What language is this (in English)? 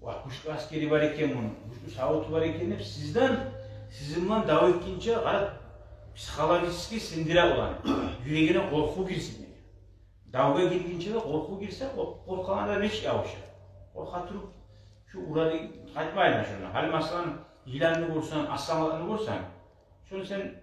Kumyk